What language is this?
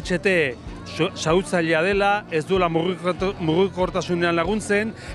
Basque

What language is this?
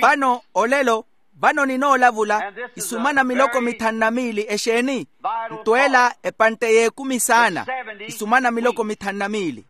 Makhuwa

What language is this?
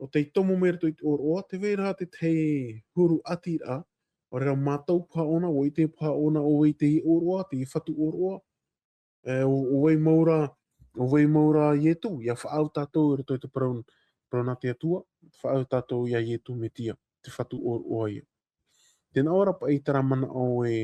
Tahitian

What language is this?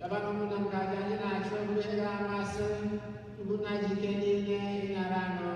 Igbo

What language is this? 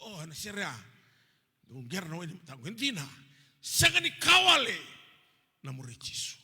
Fijian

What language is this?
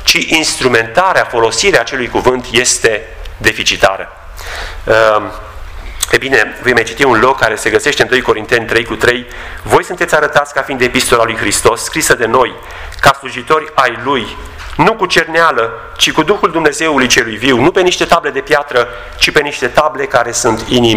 Romanian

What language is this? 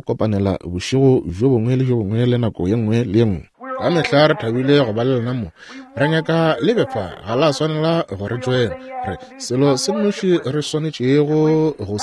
Northern Sotho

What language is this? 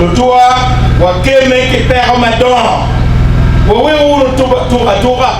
Acoli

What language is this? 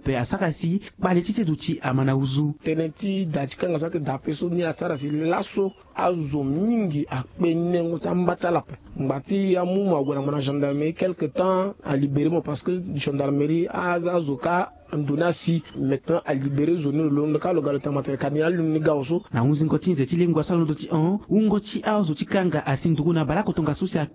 Sango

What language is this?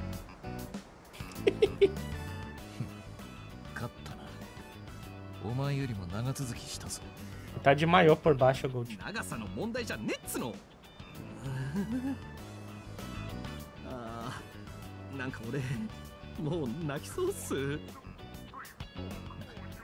Japanese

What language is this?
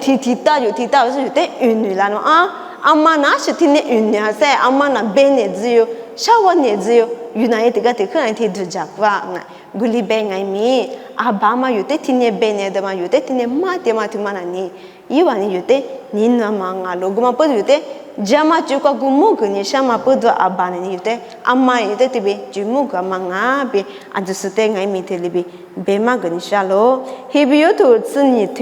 Lisu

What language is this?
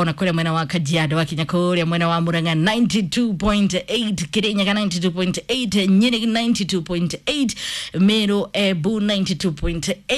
Kikuyu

